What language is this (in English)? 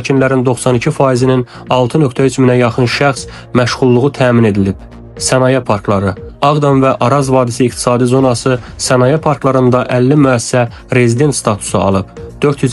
Azerbaijani